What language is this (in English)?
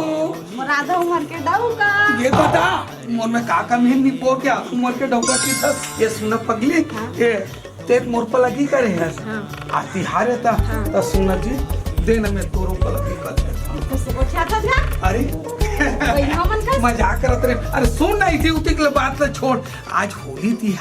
Chhattisgarhi